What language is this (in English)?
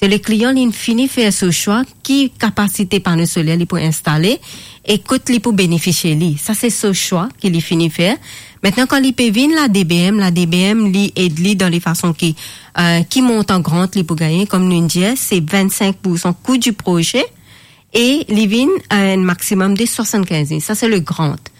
Morisyen